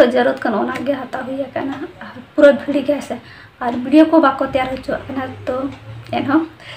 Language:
Santali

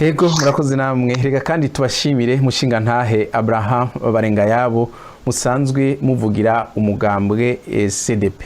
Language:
Rundi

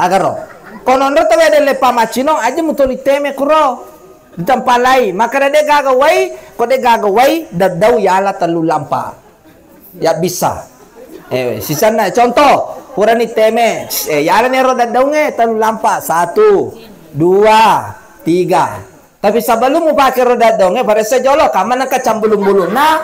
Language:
Buginese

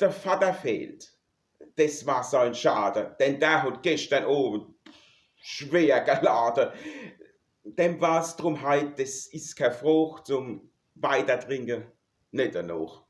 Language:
Palatine German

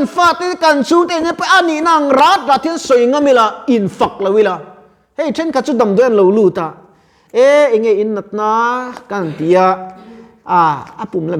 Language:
Mizo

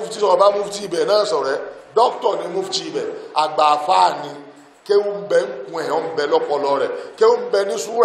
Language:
Yoruba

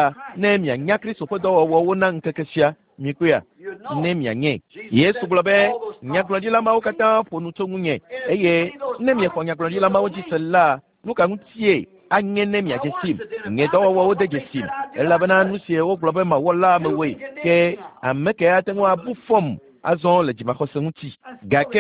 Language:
Ewe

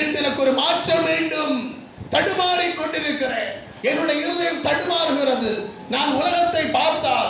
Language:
Tamil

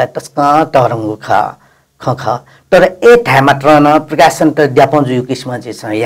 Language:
Newari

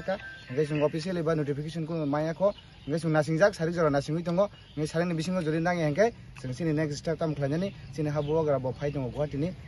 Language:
Kok Borok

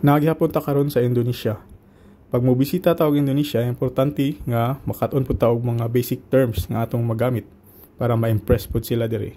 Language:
Cebuano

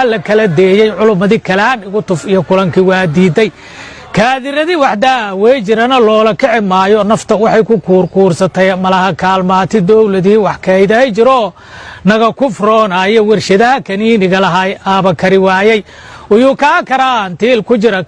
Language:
Somali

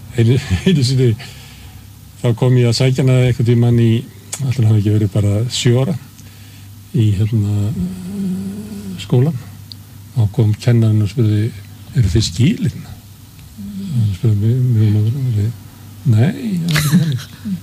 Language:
Icelandic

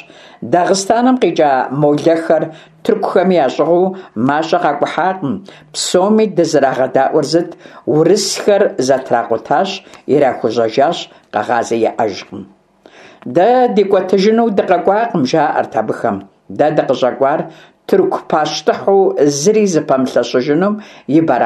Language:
Kabardian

